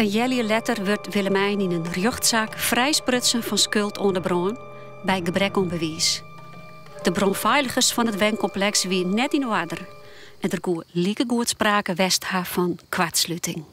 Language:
Western Frisian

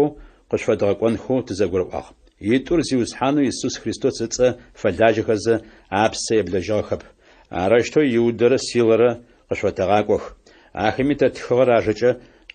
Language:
Adyghe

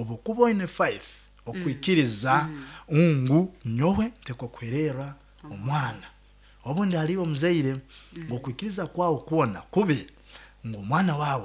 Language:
Nyoro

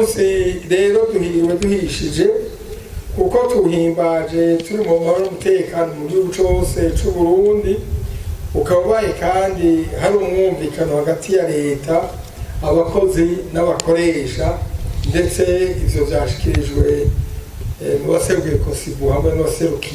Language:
Rundi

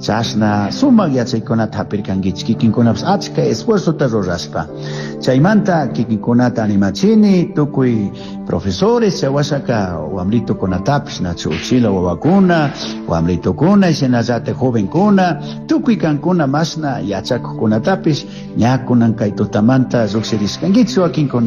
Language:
Chimborazo Highland Quichua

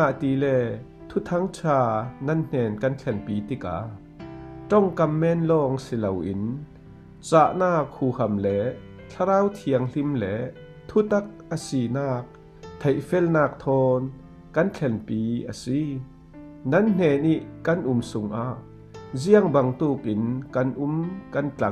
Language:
Falam Chin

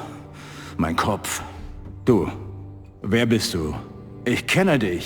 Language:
Bavarian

